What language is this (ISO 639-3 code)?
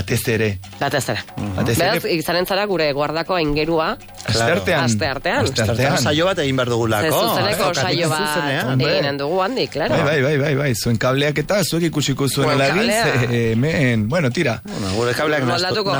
eus